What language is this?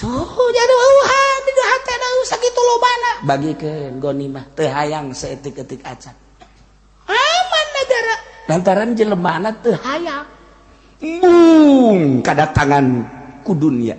Sundanese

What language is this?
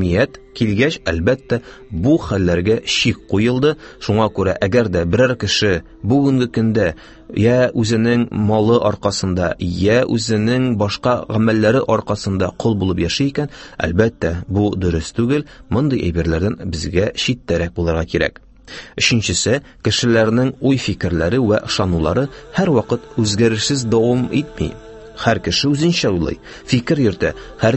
Tatar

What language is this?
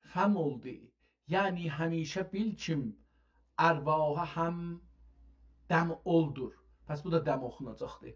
South Azerbaijani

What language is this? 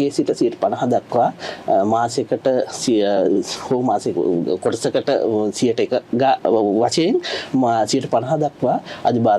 Sinhala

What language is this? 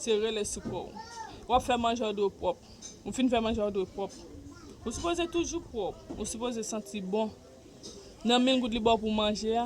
Haitian Creole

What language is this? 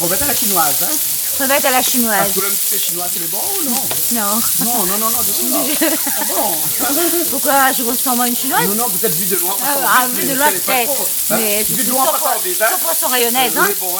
Réunion Creole French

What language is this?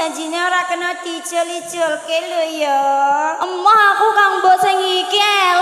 Javanese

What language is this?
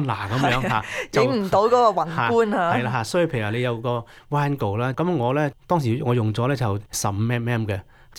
Cantonese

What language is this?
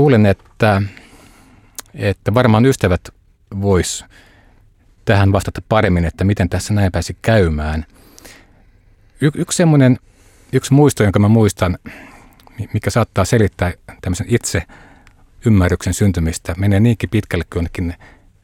Finnish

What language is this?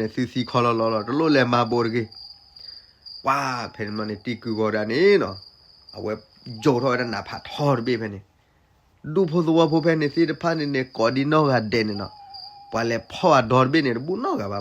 S'gaw Karen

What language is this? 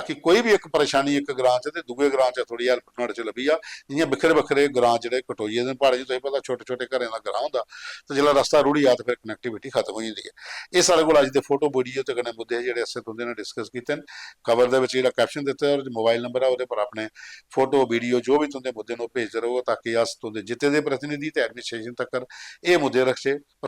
Dogri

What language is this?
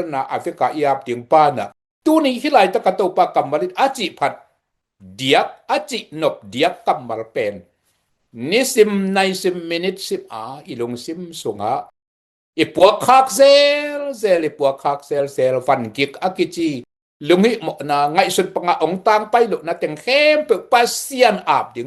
Tedim Chin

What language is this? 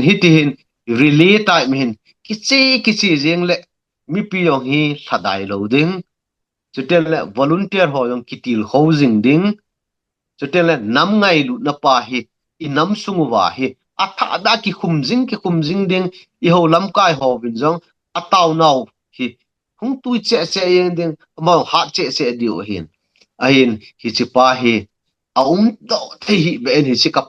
Thado Chin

